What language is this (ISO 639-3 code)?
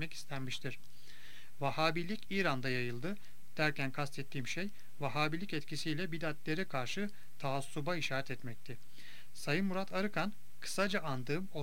tur